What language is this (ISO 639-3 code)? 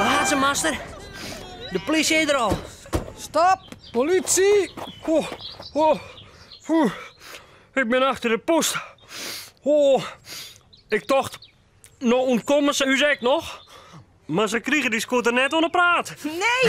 fry